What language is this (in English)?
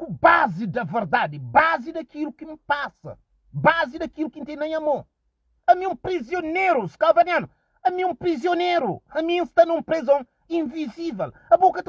Kabuverdianu